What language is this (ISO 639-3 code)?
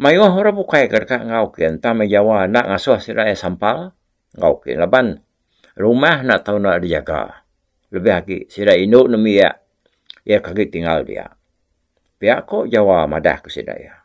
iba